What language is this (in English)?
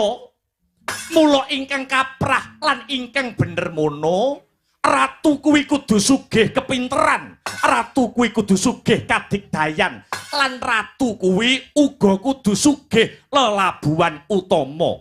Javanese